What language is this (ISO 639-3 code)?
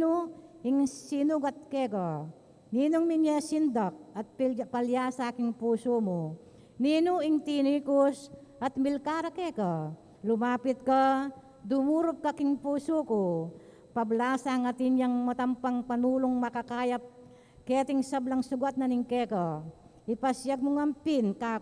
pam